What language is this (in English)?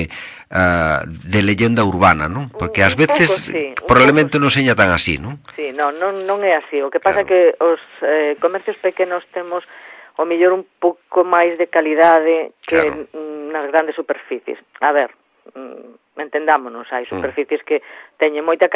Galician